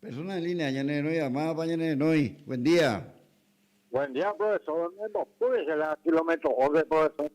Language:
Guarani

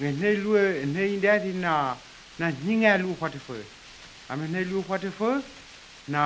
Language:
Dehu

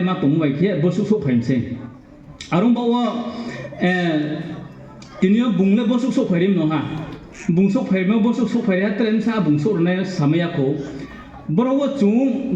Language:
Riang (India)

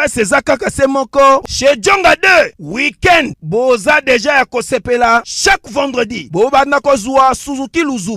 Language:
Lingala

